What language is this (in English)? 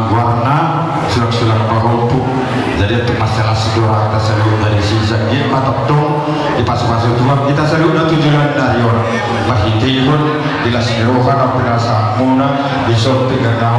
Batak Toba